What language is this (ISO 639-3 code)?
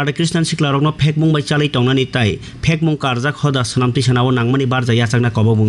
trp